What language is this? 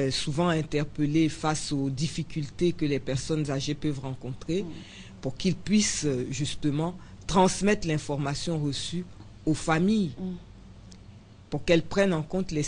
French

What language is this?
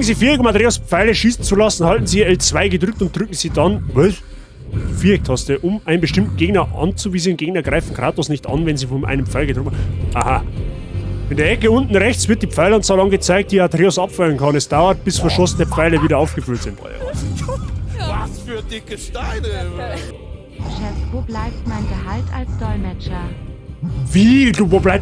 Bavarian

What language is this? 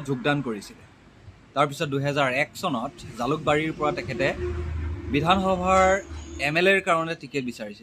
Assamese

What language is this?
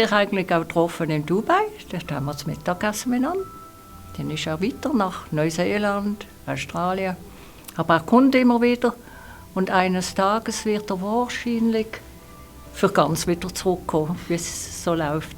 Swiss German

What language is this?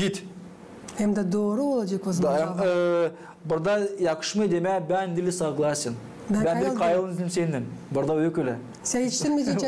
Gagauz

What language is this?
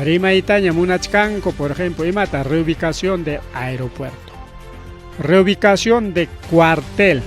Ayacucho Quechua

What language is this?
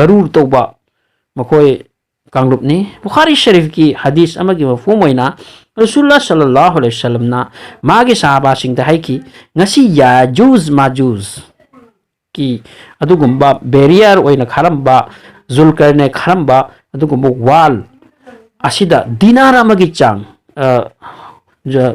Manipuri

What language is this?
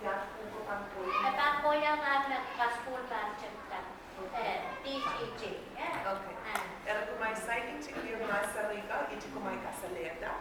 Pohnpeian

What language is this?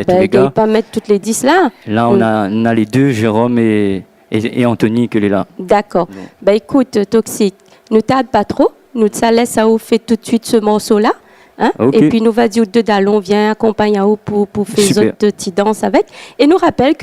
Réunion Creole French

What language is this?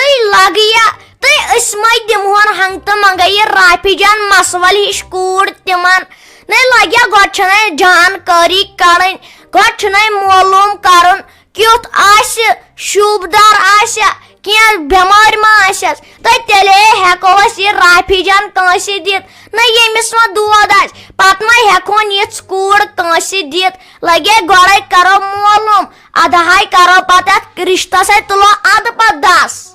Kashmiri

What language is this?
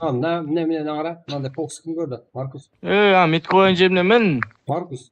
Kara-Kalpak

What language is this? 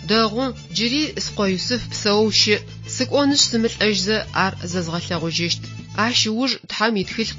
Adyghe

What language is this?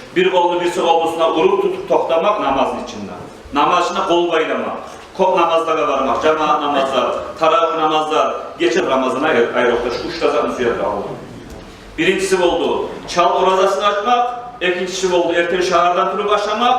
Kumyk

